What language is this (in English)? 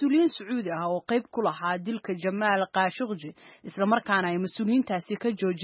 Somali